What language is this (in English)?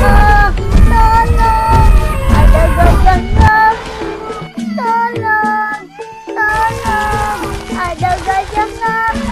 Betawi